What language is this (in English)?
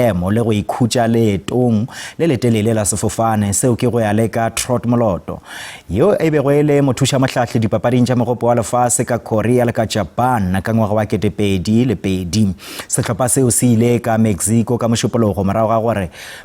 Northern Sotho